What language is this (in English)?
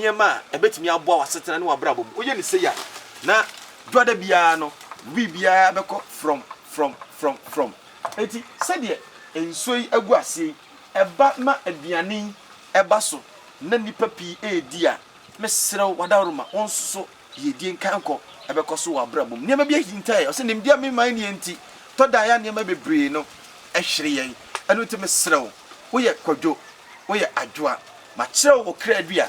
Akan